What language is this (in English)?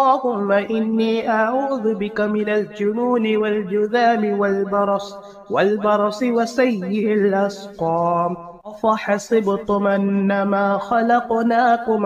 Arabic